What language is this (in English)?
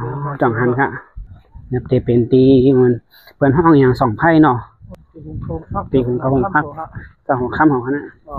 Shan